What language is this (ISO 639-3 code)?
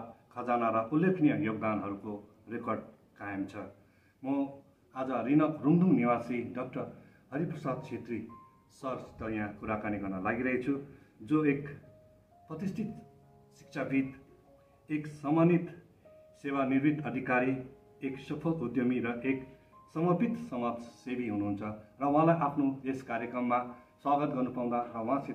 nep